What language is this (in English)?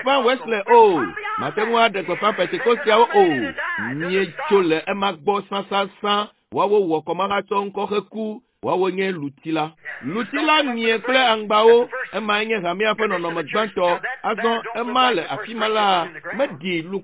Ewe